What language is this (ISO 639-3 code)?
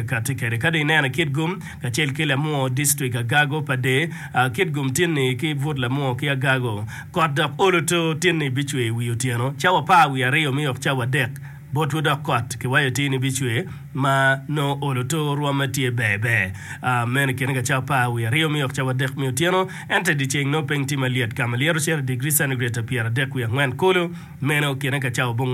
ach